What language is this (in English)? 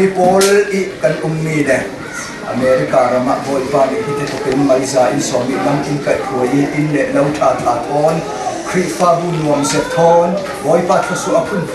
Hakha Chin